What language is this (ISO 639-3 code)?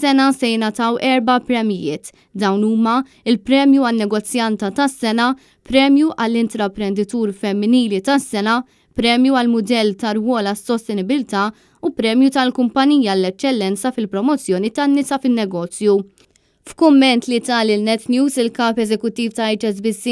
mlt